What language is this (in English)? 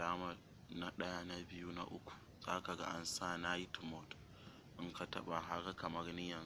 Hausa